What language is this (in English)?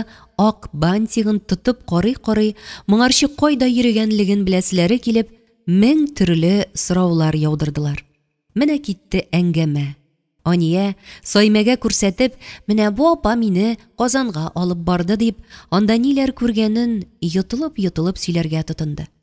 Tatar